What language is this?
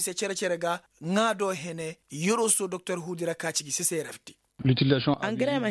Koyraboro Senni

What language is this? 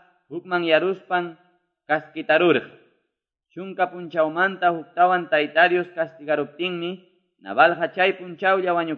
Quechua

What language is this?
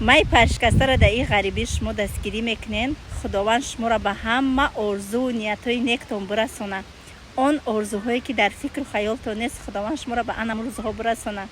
Tajik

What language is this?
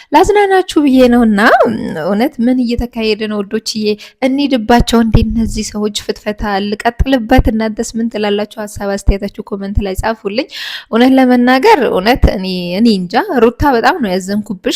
Amharic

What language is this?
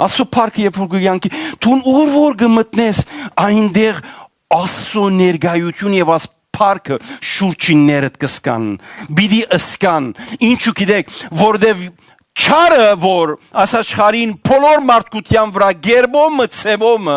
Western Armenian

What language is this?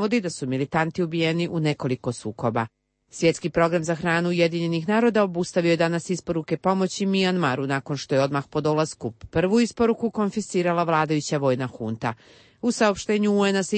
Croatian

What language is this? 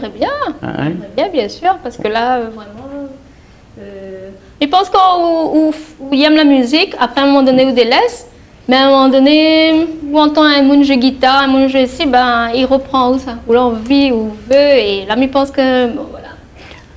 Réunion Creole French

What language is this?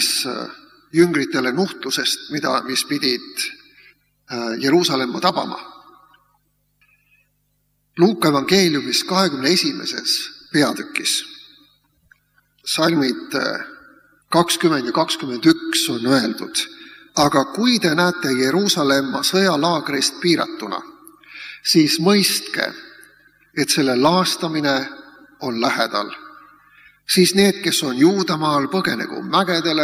Estonian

